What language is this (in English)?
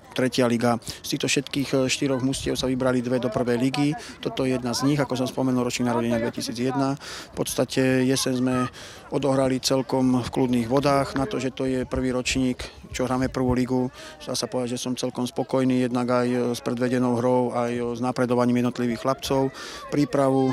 Slovak